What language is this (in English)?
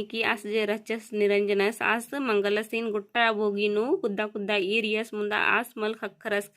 Kurukh